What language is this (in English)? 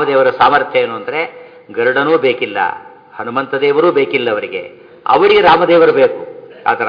Kannada